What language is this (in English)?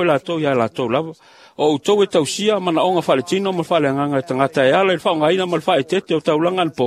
Samoan